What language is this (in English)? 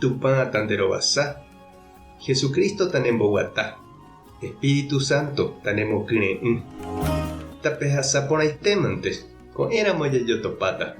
Guarani